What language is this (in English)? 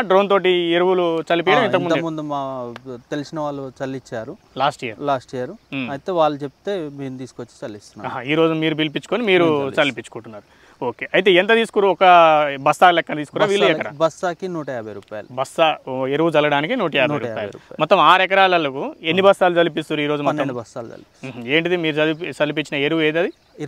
Telugu